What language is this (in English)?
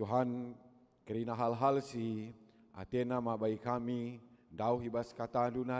Batak Karo